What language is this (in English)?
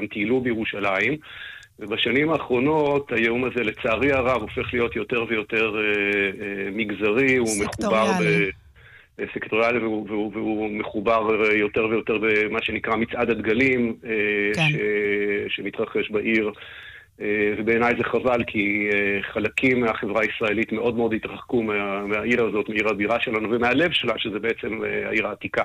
Hebrew